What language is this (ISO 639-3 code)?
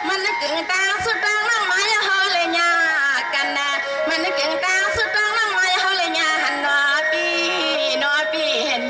shn